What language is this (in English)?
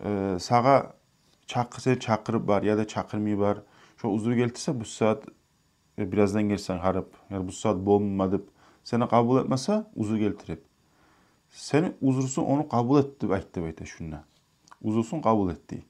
Kumyk